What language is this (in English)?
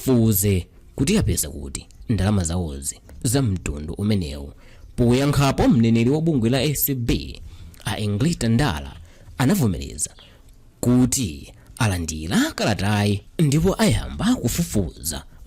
Nyanja